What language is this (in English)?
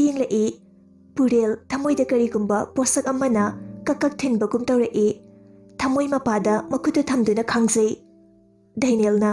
Manipuri